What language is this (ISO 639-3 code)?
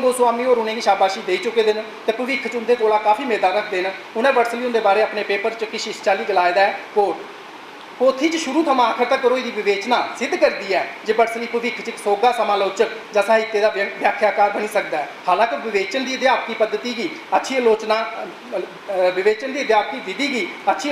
doi